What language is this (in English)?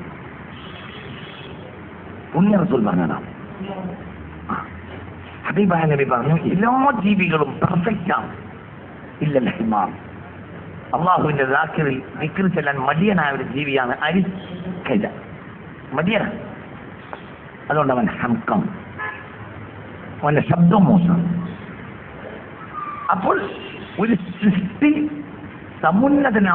Malayalam